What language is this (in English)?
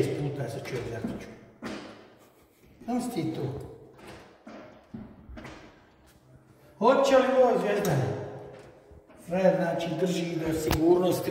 Croatian